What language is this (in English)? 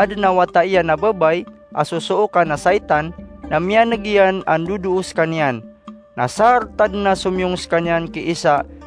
Maranao